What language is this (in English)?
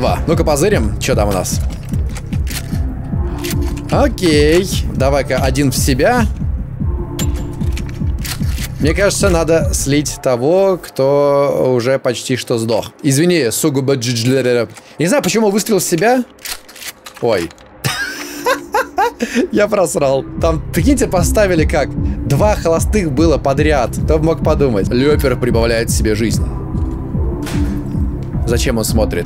Russian